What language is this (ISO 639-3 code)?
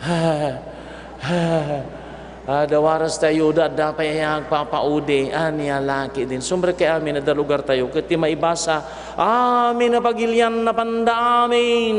ilo